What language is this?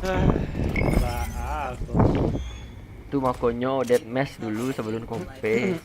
Minangkabau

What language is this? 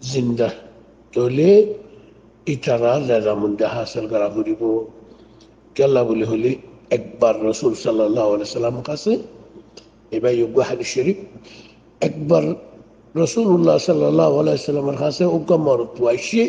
Rohingya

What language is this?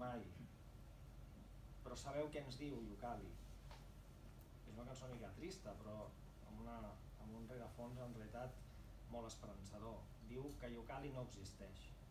Catalan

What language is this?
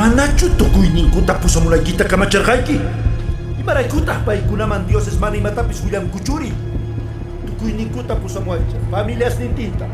Quechua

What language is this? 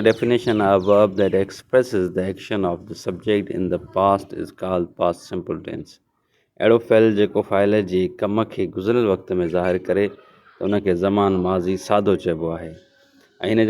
Sindhi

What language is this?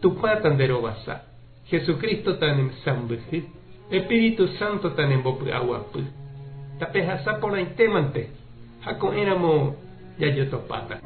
Guarani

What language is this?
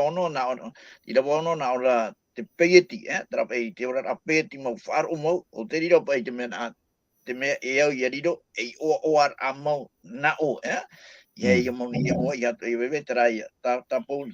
Tahitian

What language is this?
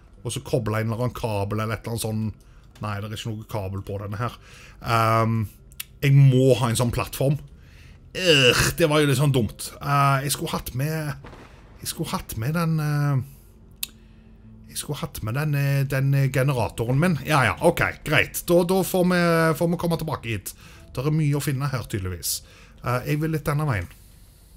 Norwegian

